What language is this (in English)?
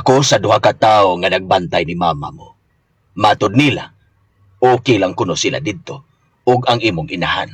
Cebuano